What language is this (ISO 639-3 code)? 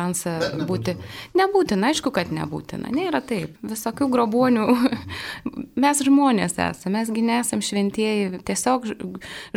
lit